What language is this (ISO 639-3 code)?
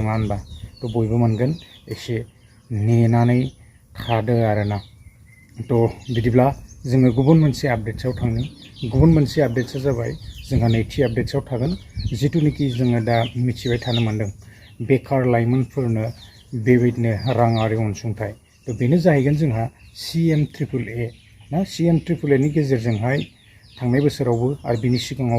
brx